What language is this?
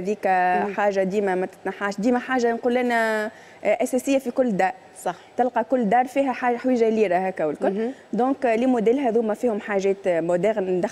Tunisian Arabic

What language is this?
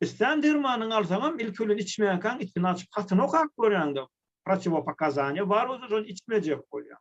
Turkmen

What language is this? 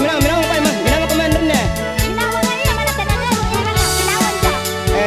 Makasar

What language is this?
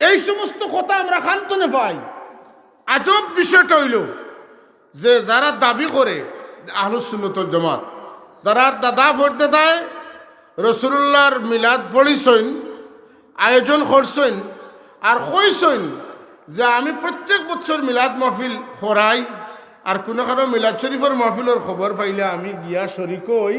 Sylheti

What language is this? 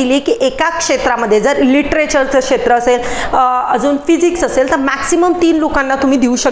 Marathi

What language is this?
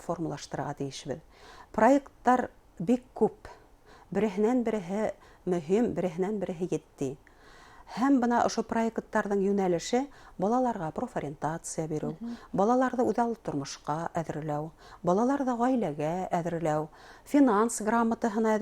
Bashkir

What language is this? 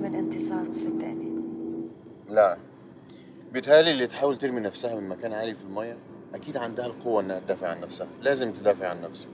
Egyptian Arabic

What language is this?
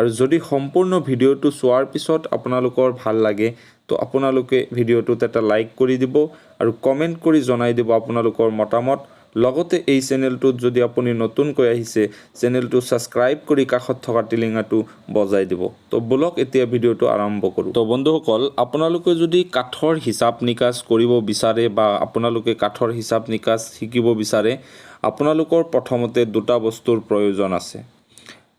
Assamese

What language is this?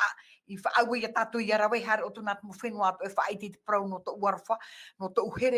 Tahitian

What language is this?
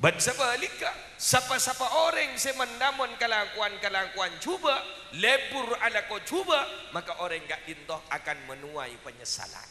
Madurese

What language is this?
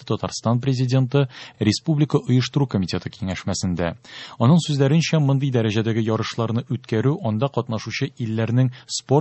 Tatar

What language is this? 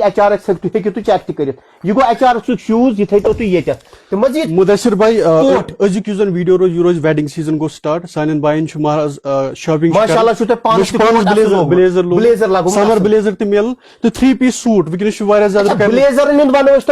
Kashmiri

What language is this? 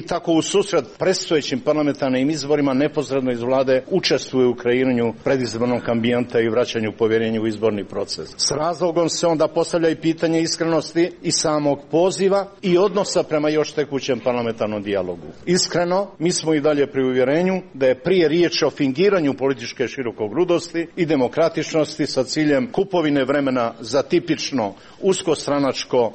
Croatian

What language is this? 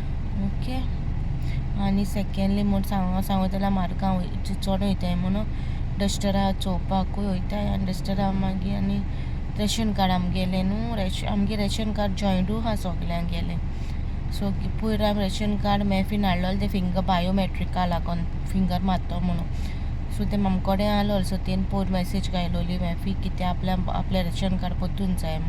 Konkani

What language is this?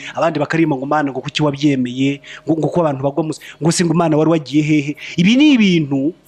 Kinyarwanda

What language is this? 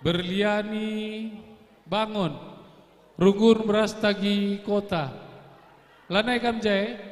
Batak Karo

